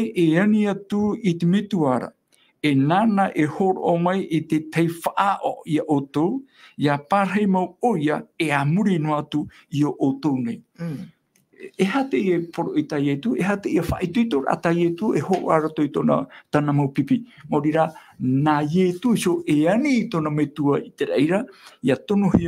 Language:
Tahitian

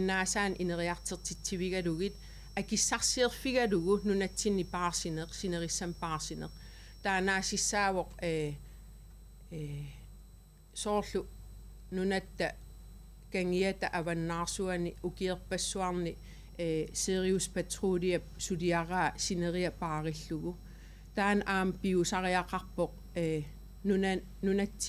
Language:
Kalaallisut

